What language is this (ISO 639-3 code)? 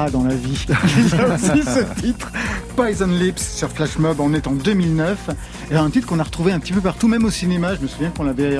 fra